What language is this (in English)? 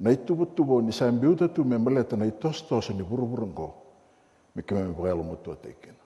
Fijian